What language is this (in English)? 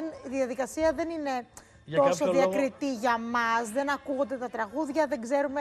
Greek